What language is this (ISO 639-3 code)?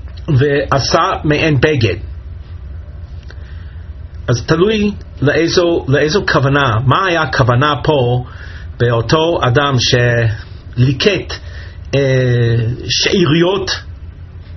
heb